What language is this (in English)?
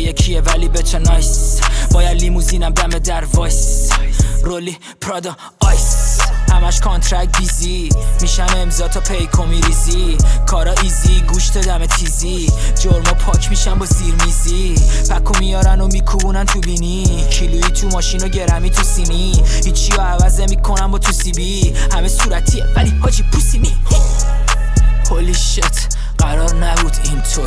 Persian